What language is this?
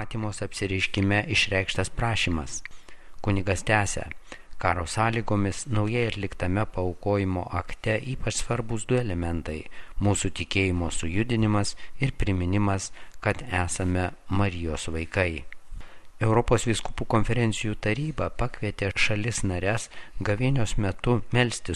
Lithuanian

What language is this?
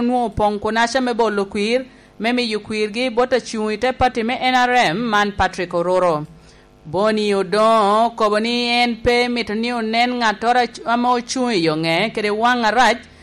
Lango (Uganda)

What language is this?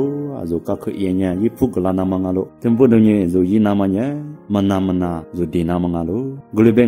Lisu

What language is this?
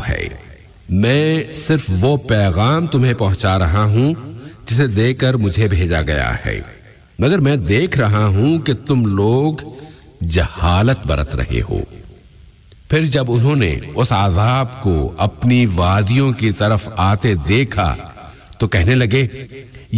Urdu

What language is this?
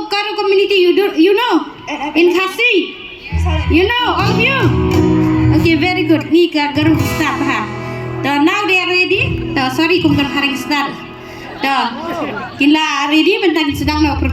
Khasi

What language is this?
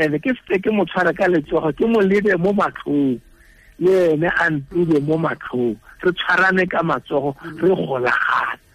Tswana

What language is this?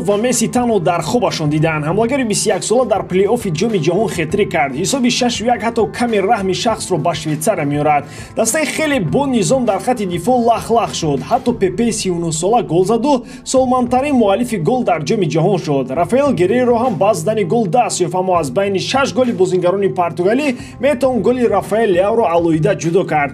Tajik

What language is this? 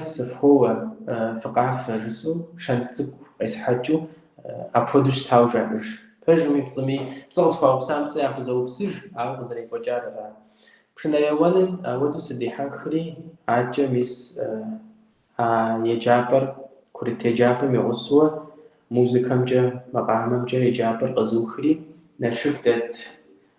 Kabardian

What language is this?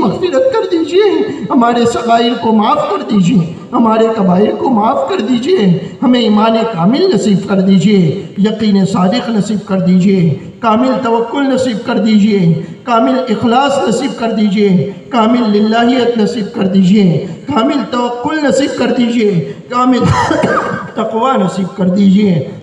Urdu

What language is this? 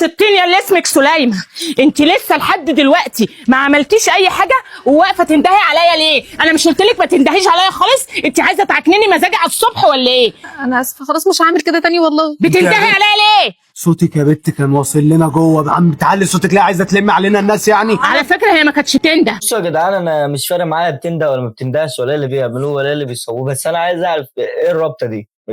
Egyptian Arabic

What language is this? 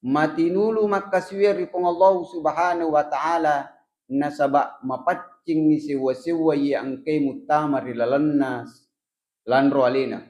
Buginese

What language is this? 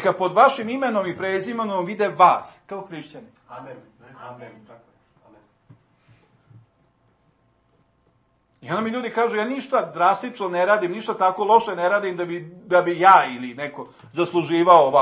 Serbian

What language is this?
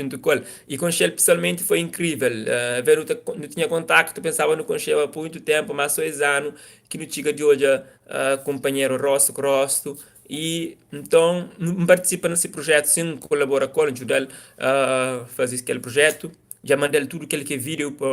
Kabuverdianu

